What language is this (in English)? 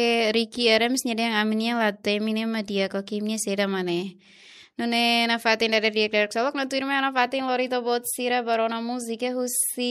Tetum